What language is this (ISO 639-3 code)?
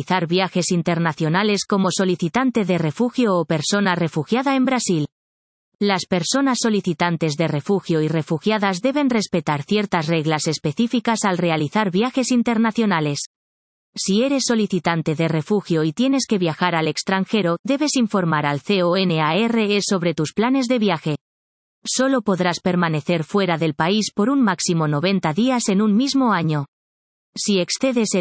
spa